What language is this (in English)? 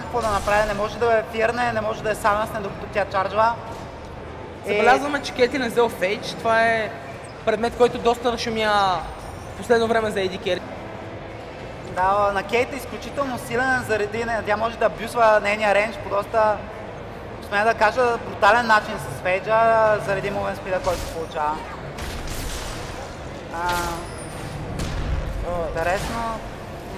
Bulgarian